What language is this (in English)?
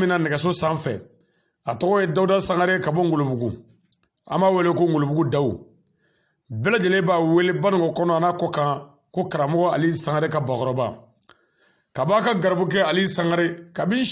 Bambara